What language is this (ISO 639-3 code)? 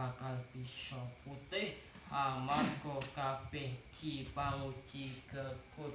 jav